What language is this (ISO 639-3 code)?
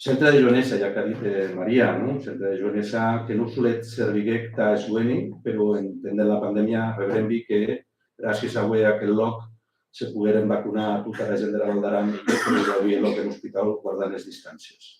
oci